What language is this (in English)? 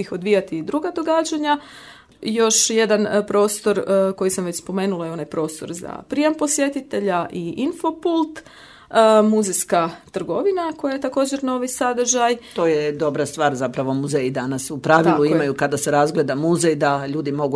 Croatian